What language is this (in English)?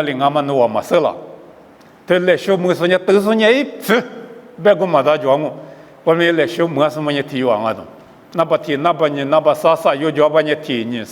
Lisu